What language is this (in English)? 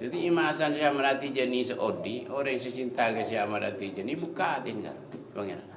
Madurese